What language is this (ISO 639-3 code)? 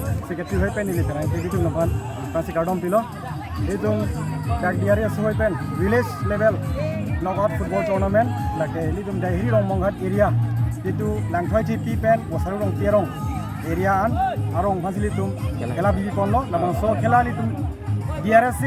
mjw